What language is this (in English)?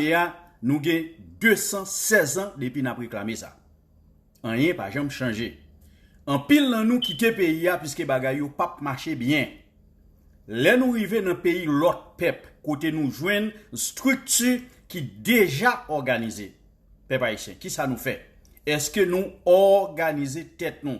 Haitian Creole